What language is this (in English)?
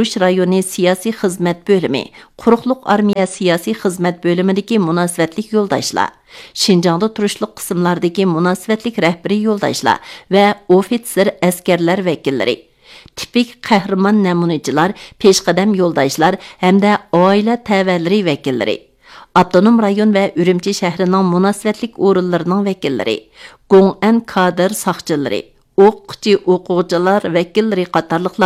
Uyghur